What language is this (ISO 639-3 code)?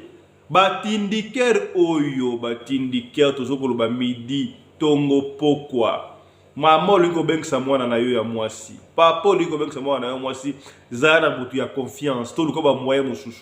lin